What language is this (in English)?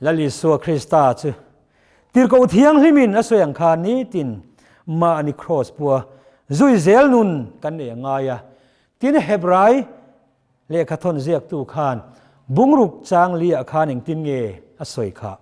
Mizo